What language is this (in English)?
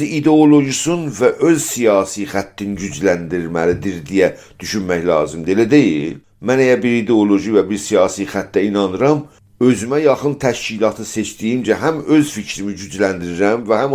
South Azerbaijani